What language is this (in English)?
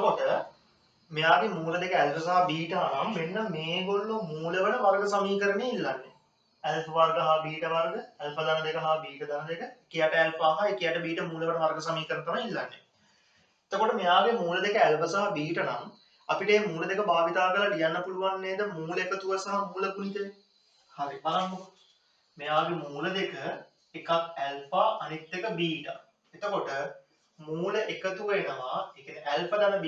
Sinhala